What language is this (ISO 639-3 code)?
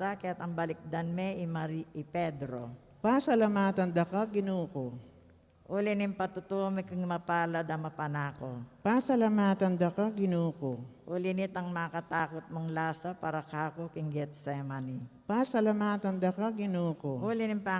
pam